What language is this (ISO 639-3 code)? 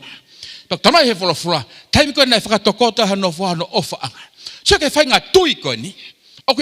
ton